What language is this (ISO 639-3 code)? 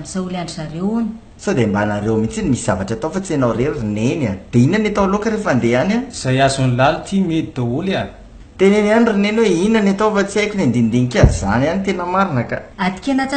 mlg